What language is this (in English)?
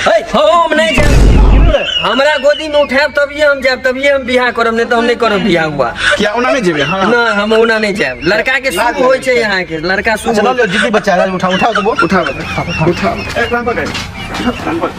Maithili